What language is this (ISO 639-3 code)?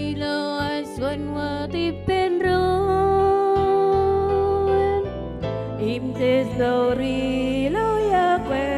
mah